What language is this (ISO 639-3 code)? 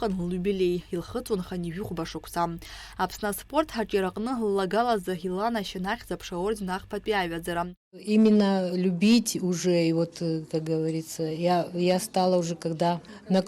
abk